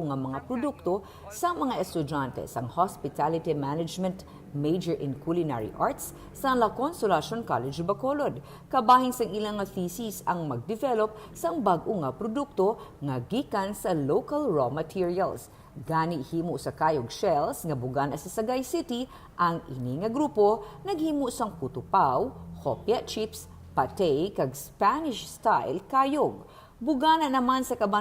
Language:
Hiligaynon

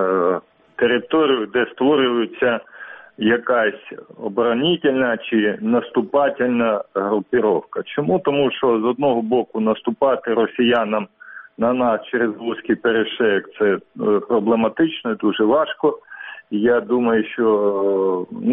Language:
Ukrainian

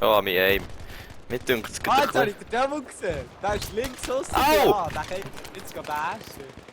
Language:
Swiss German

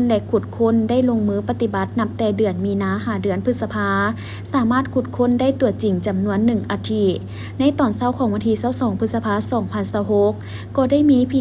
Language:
Lao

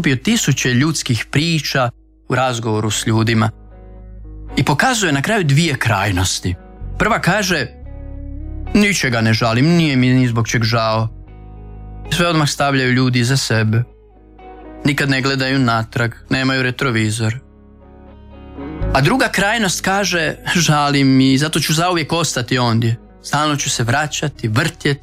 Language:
Croatian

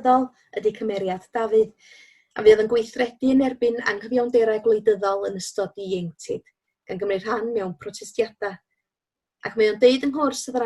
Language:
Welsh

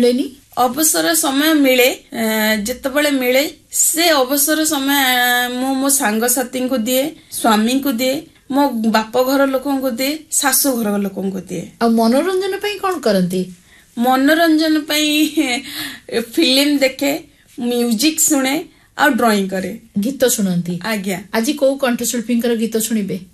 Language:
Odia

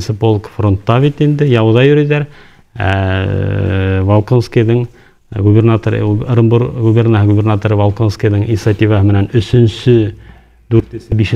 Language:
Bashkir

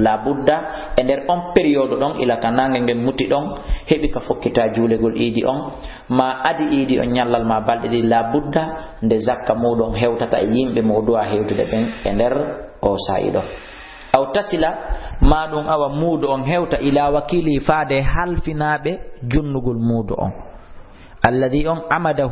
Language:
Fula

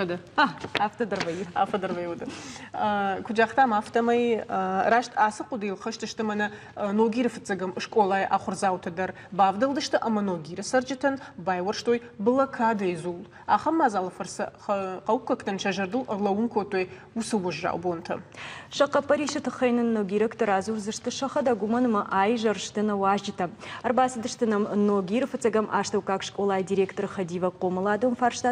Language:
Ossetic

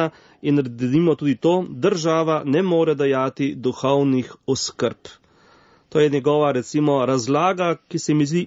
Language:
Slovenian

